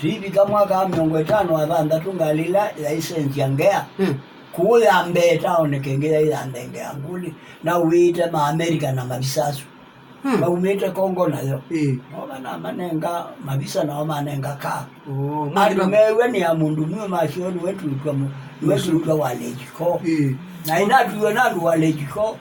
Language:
Kamba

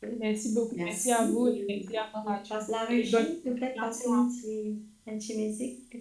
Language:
Morisyen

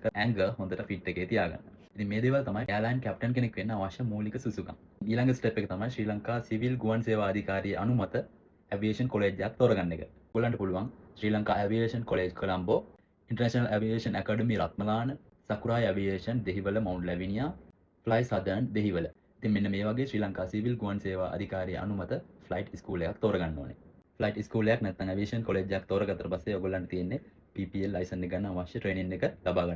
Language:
Sinhala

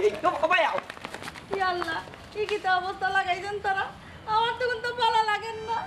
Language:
Sylheti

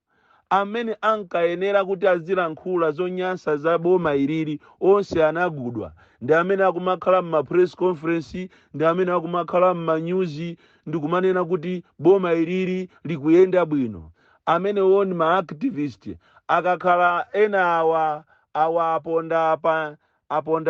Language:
Nyanja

